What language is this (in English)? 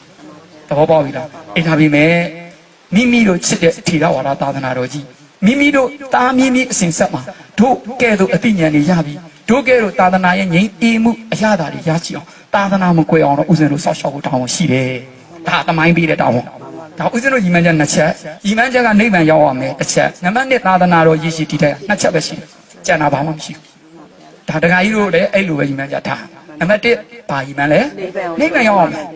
Burmese